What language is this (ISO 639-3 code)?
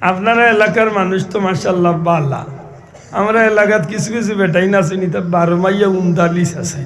syl